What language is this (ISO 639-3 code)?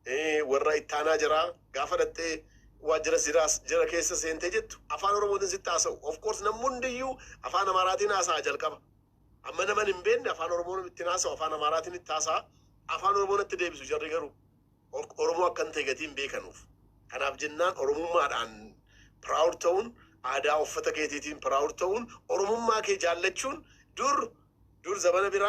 orm